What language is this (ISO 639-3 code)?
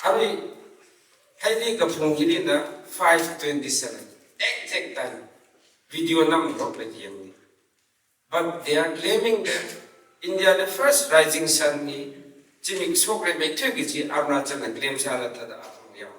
nmf